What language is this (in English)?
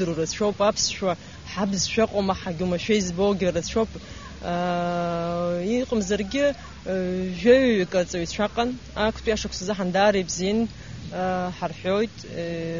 Abkhazian